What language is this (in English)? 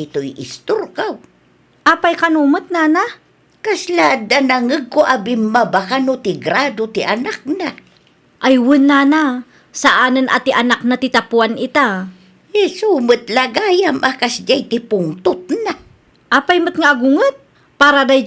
Iloko